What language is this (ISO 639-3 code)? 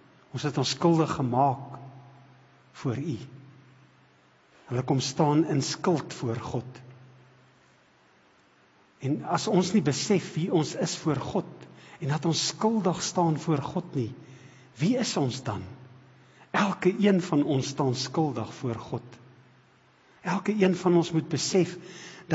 afr